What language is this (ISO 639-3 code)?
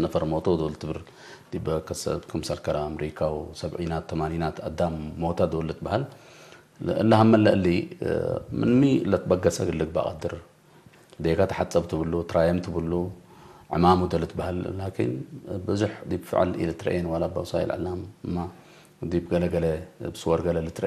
tig